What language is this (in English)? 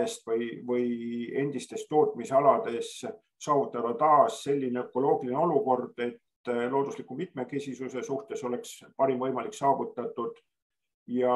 Estonian